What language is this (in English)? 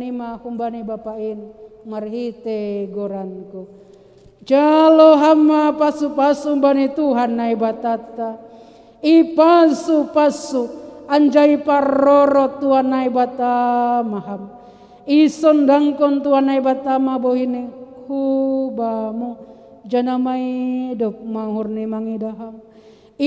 Batak Simalungun